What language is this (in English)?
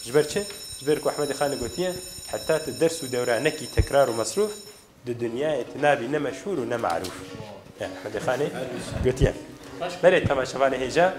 Kurdish